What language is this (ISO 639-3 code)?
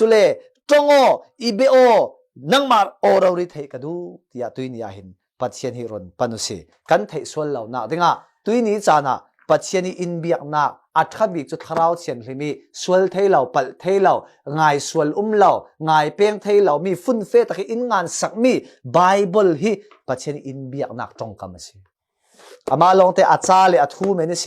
cfm